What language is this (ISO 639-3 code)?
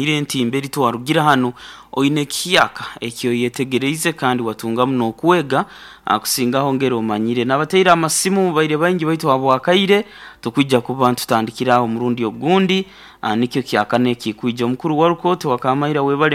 nyo